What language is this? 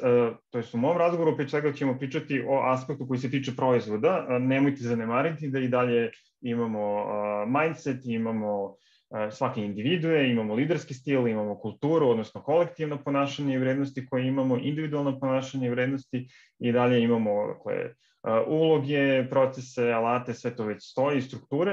Serbian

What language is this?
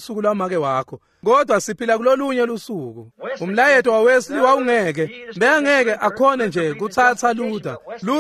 Swati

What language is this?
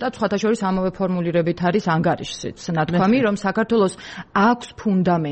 Georgian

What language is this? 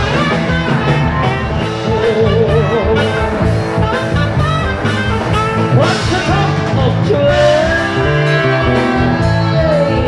Thai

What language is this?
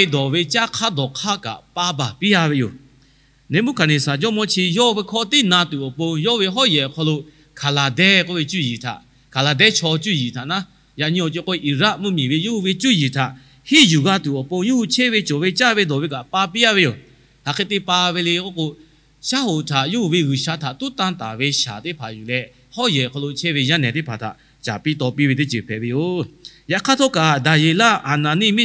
Lahu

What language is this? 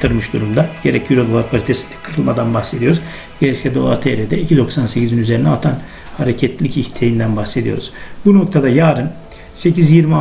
Turkish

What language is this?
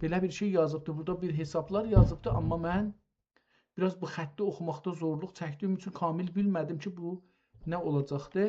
South Azerbaijani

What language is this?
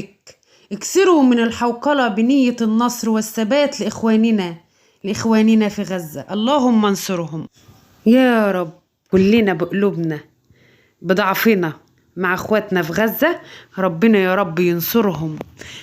Egyptian Arabic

